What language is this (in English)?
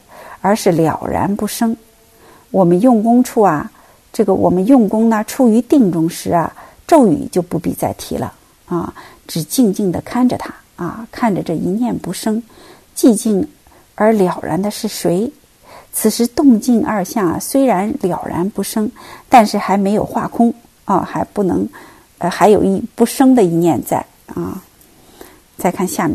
Chinese